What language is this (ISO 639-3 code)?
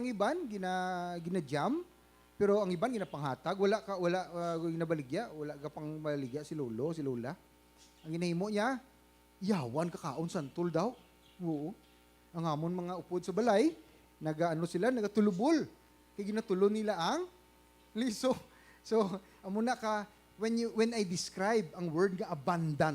hil